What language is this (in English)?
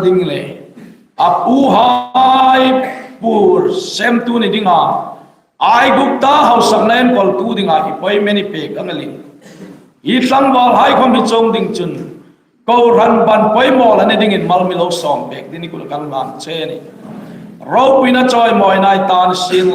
Hmar